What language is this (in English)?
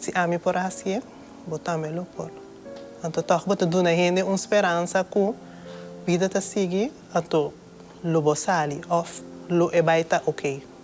Papiamento